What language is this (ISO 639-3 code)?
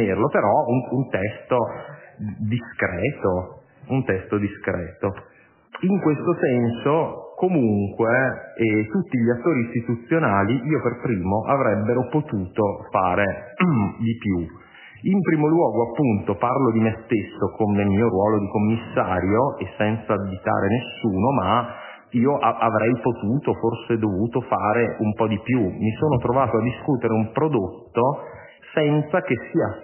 ita